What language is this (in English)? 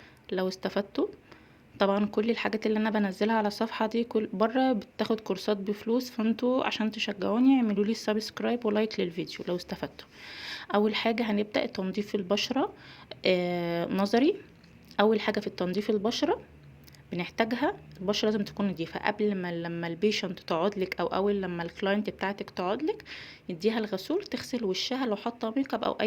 Egyptian Arabic